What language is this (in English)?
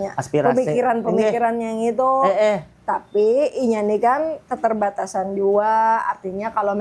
Banjar